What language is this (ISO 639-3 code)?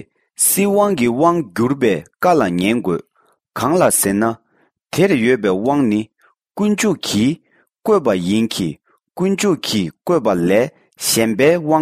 bod